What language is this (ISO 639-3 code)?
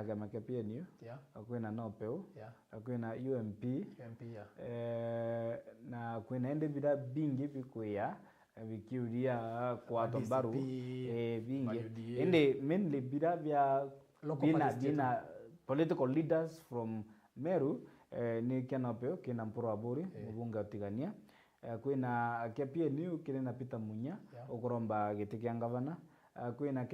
mer